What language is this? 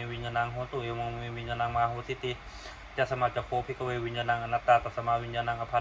Pali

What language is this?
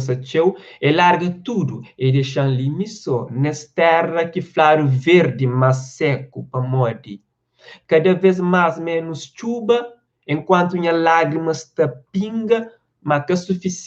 Kabuverdianu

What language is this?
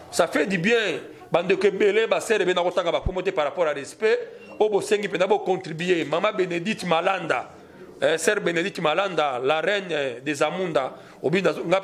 Lingala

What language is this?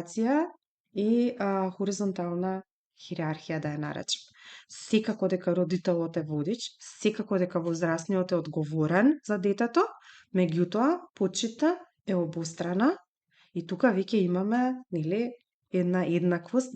Macedonian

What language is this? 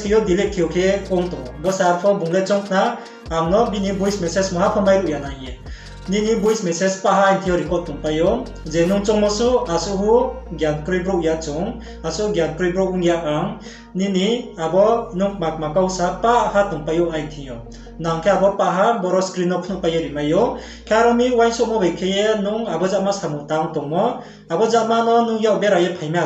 Riang (India)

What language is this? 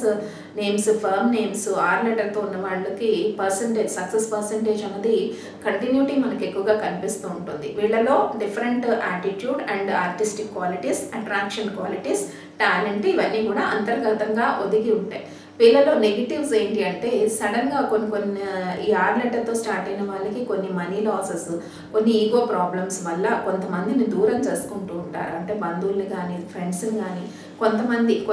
Telugu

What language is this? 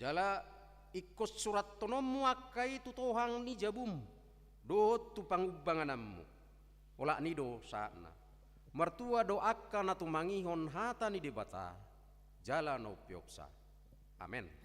Batak Toba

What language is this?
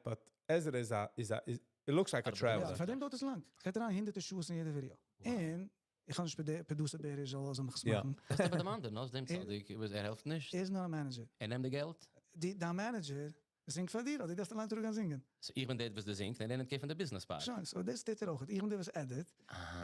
Yiddish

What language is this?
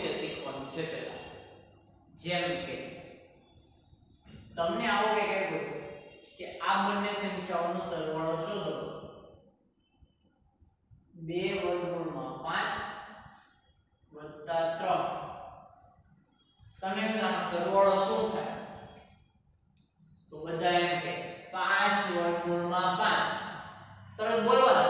Gujarati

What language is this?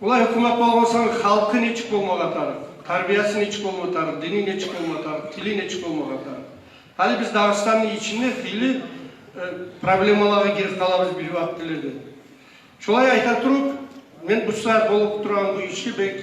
Kumyk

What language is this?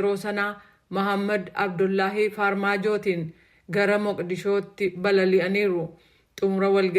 Oromo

